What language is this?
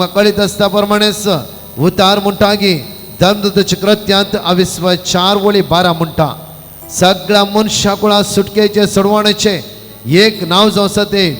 Konkani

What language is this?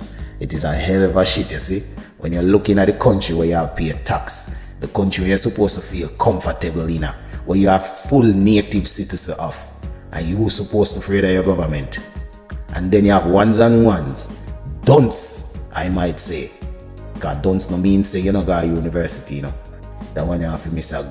Jamaican Creole English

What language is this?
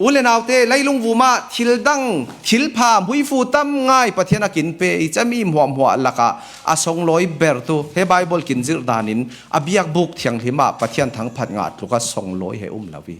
Falam Chin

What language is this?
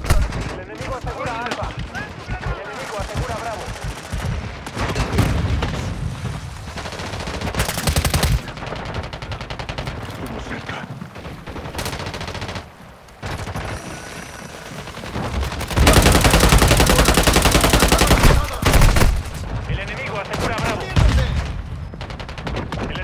Spanish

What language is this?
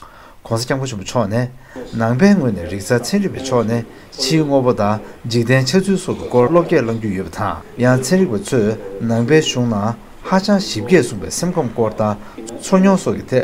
Tibetan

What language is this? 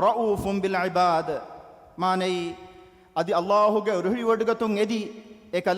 Divehi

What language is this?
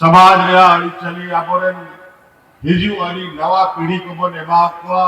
Santali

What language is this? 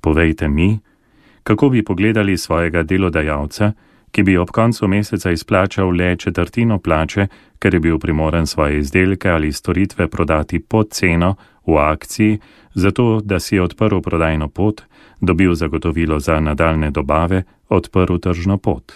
Slovenian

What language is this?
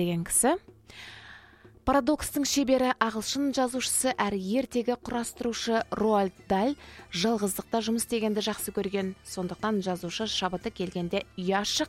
Kazakh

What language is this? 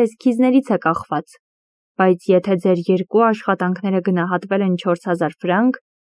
Armenian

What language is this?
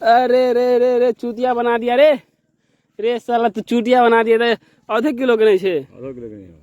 Maithili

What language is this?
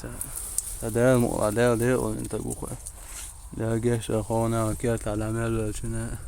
Chechen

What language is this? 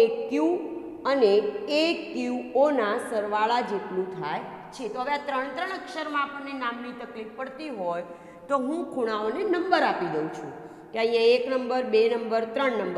Gujarati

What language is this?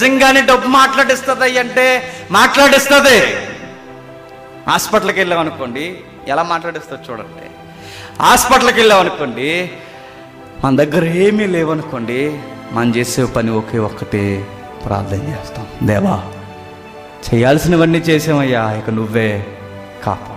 Telugu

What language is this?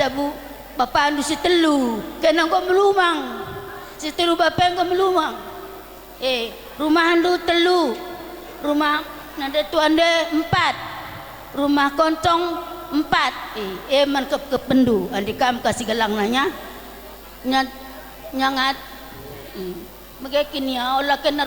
Batak Karo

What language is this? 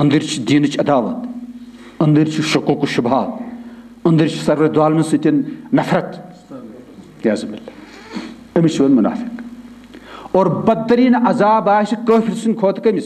Kashmiri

